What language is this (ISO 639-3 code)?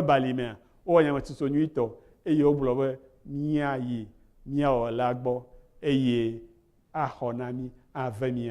ewe